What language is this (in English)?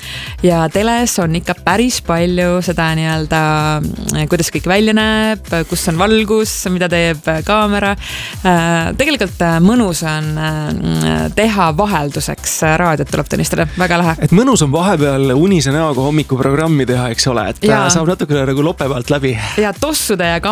Estonian